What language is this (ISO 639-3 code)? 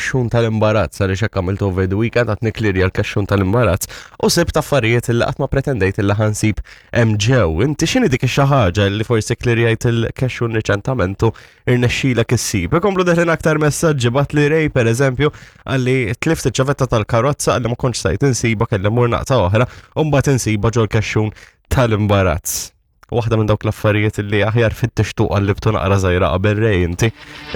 mlt